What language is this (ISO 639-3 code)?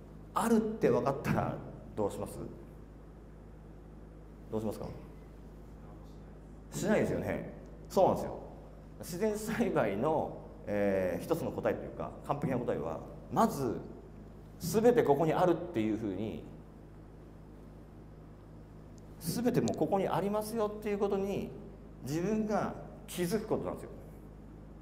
jpn